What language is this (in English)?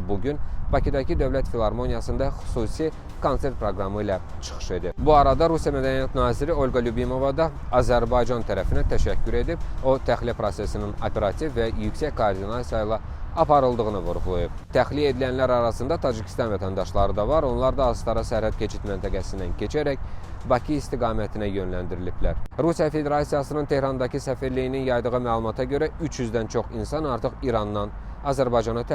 Azerbaijani